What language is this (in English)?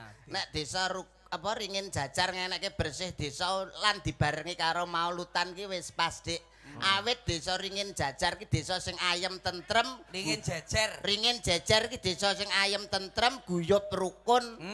Javanese